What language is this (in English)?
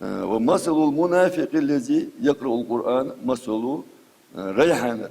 Ingush